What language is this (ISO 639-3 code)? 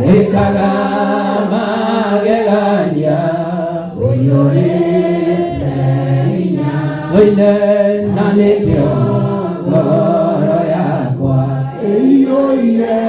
kik